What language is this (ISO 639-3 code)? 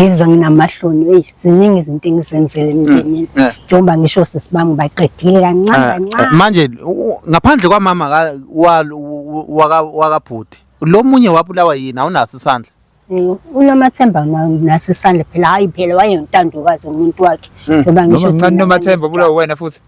zul